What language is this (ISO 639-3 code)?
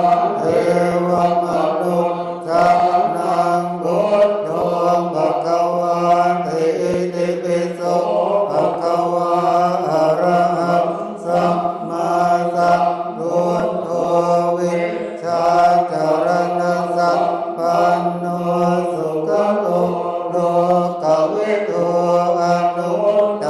pli